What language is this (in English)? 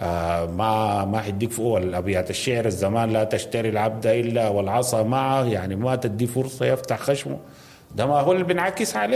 Sudanese Arabic